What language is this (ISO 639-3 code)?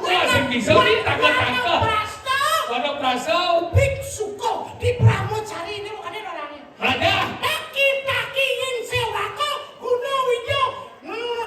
ban